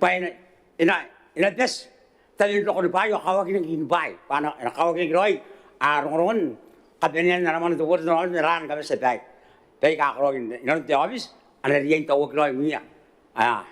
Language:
Gilbertese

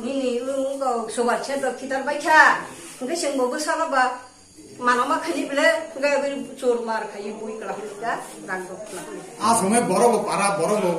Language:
Kok Borok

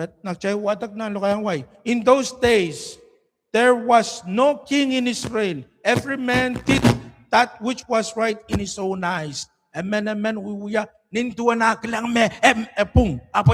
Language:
Pohnpeian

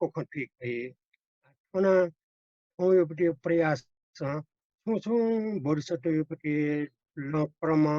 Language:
Newari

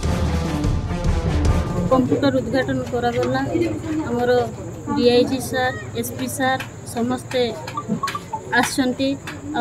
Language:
Odia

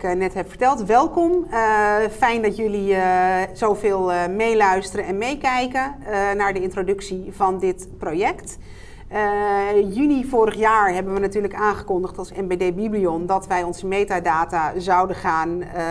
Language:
Dutch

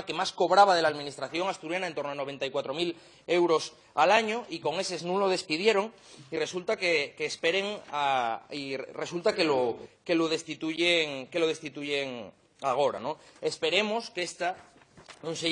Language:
Asturian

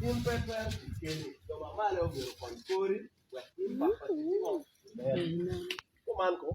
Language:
Acoli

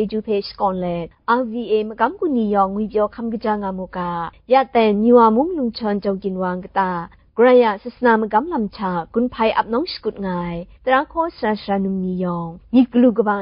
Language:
Kachin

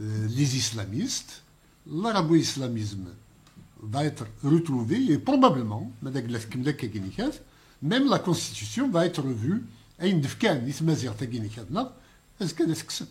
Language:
Kabyle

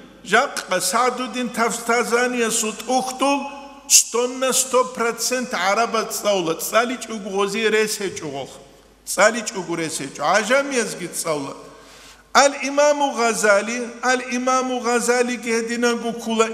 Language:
Avaric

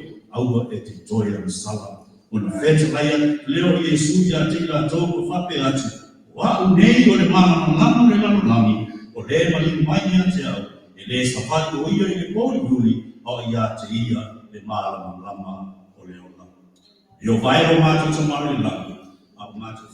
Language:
Samoan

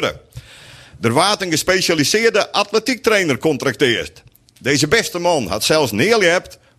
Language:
Western Frisian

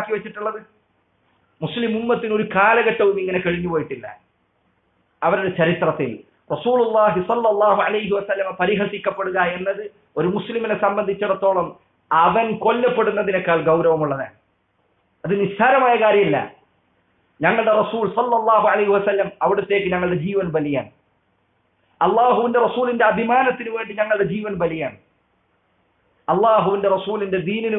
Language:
Malayalam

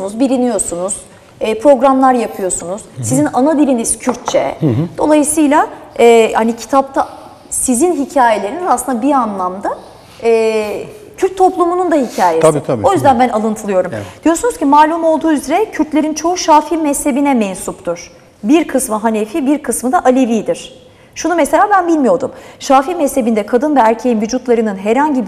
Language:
Turkish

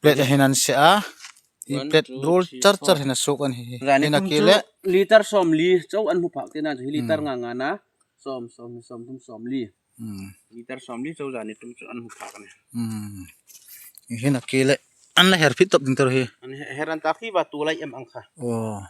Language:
Hmar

